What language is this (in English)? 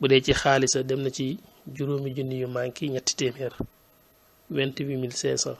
Wolof